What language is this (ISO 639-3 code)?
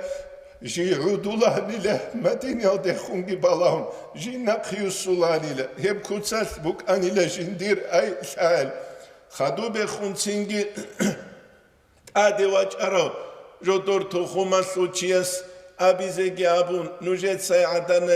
ava